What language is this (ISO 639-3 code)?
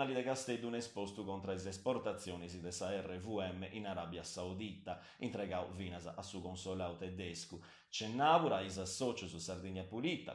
srd